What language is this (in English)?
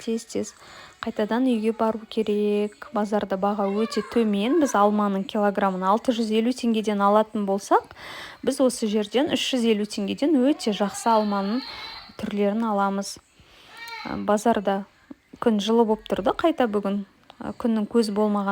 Kazakh